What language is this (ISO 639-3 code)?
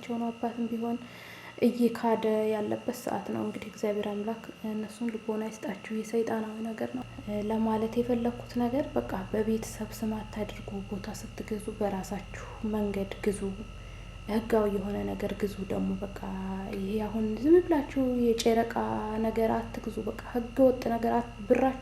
amh